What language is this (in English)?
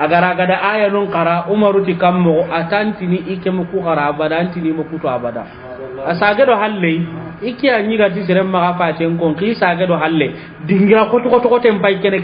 Soninke